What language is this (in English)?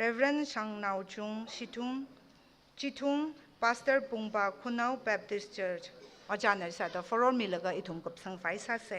Tangkhul Naga (India)